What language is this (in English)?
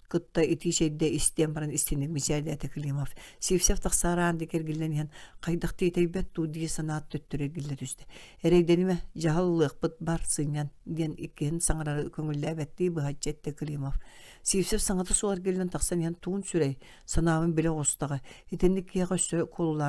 Yakut